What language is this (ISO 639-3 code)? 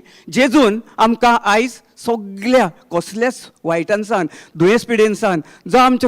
kok